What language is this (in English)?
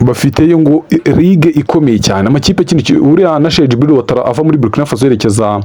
Kinyarwanda